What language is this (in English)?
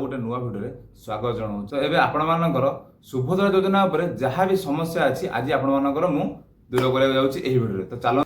Odia